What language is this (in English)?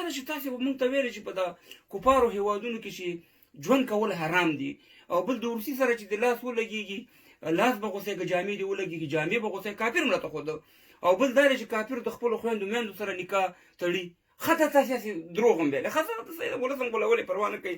Pashto